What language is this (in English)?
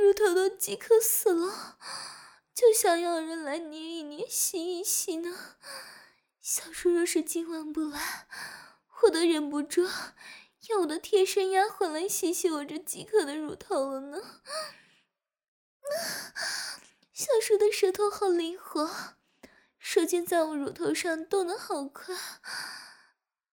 Chinese